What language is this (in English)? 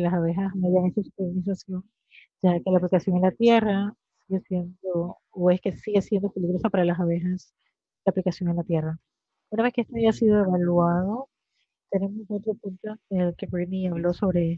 Spanish